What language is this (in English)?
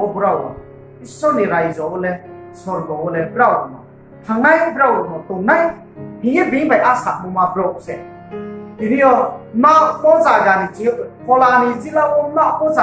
Riang (India)